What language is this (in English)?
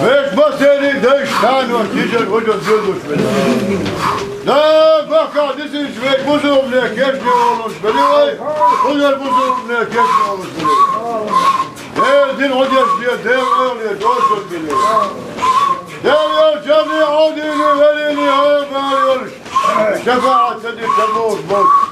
Chechen